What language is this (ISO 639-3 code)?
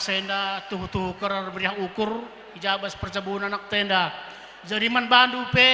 btx